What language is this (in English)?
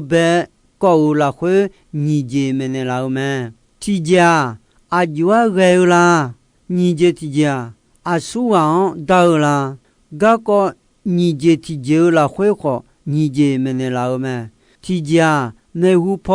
Akha